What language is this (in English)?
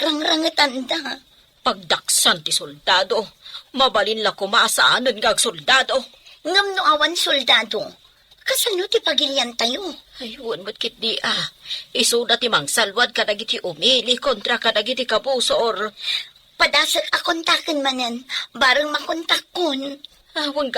Iloko